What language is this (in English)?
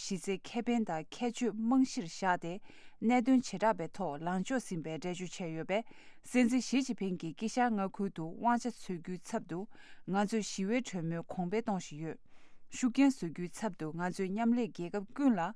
Tibetan